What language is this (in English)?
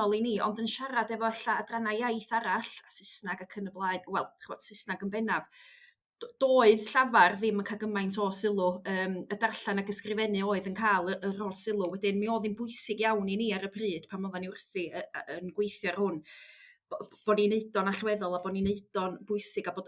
Welsh